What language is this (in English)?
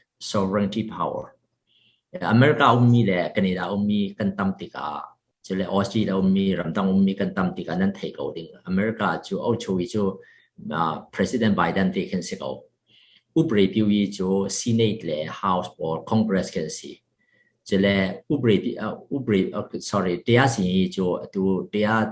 Falam Chin